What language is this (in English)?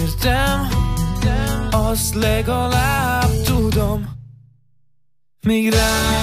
Hungarian